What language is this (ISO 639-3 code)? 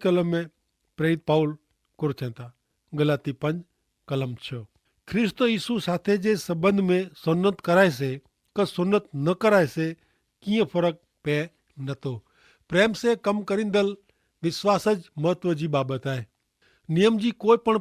kfr